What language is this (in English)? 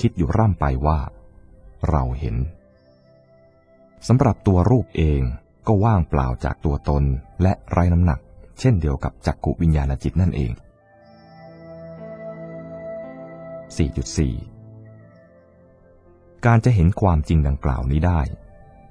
Thai